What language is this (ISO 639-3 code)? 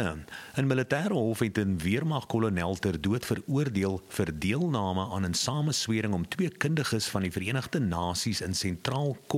afr